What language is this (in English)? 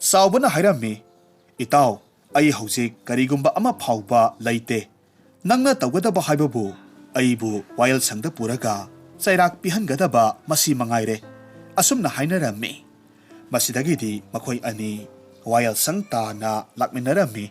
Manipuri